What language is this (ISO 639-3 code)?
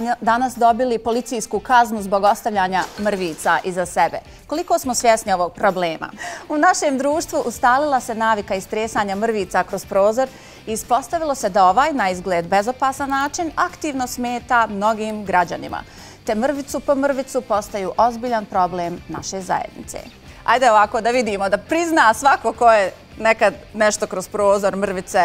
bos